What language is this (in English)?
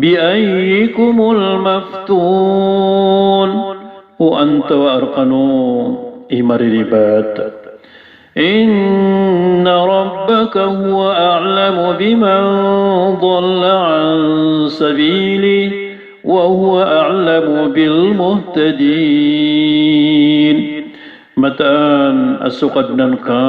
Maranao